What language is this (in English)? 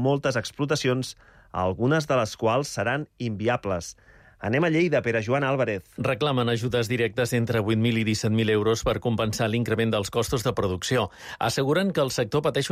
Catalan